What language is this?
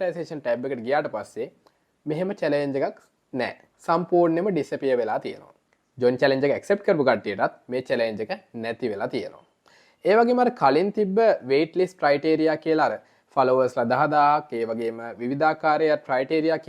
Sinhala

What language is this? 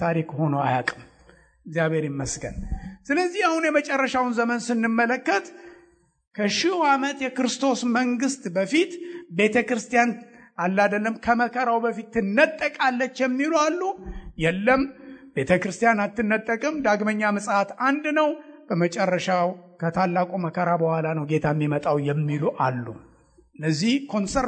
Amharic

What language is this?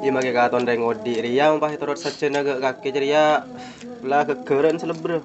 Madurese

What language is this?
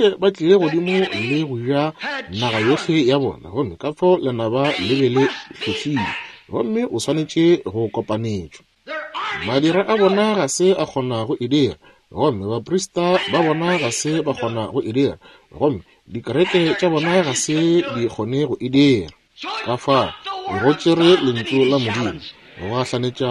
Northern Sotho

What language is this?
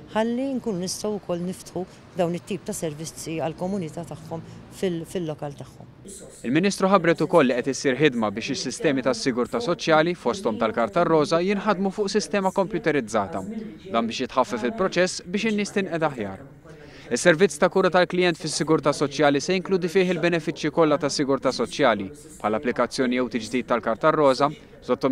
Maltese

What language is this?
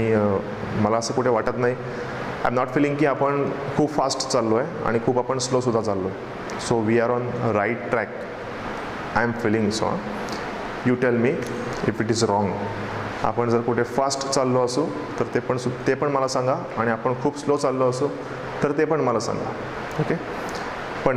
Marathi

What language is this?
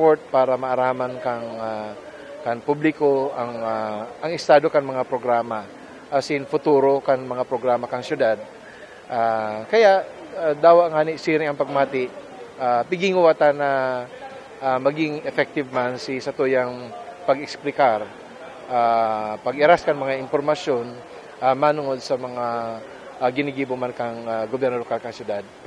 Bikol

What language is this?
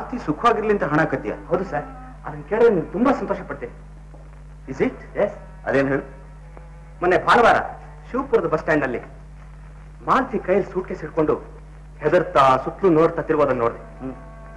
Kannada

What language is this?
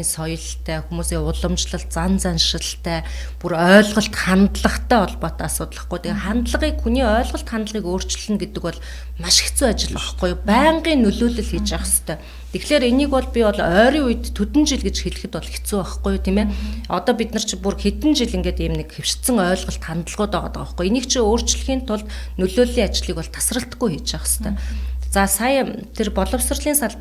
Mongolian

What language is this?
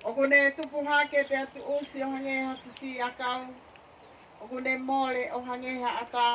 Tongan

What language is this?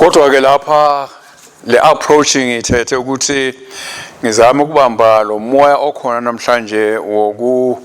Swati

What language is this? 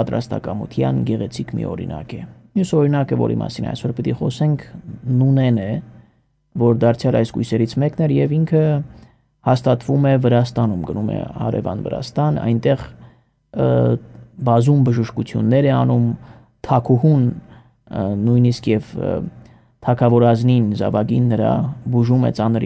Armenian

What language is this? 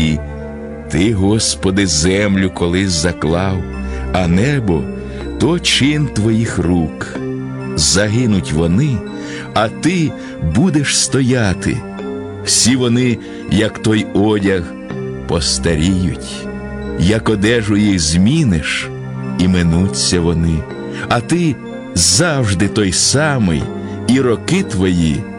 Ukrainian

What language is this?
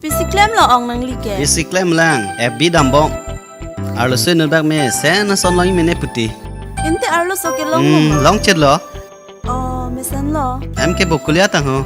Karbi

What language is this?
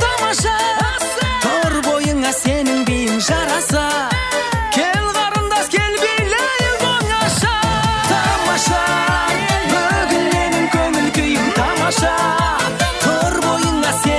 Kara-Kalpak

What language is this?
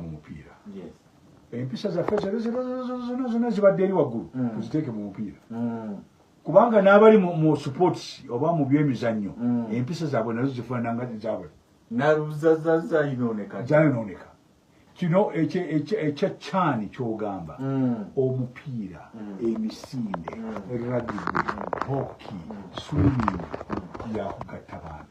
Ganda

